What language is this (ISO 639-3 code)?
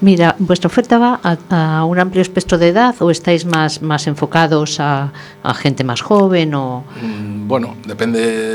glg